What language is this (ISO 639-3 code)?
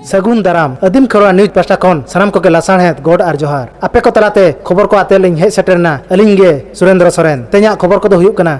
sat